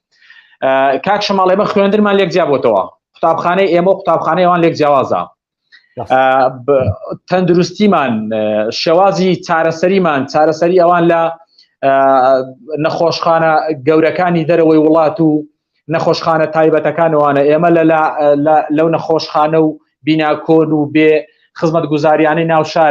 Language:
Central Kurdish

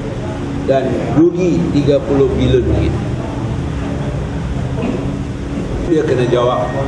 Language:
Malay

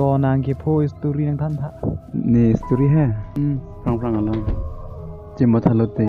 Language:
Karbi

